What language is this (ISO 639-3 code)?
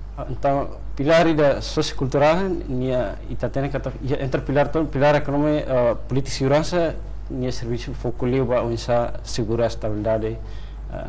tet